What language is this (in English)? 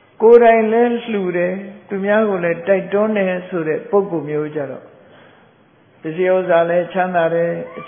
Burmese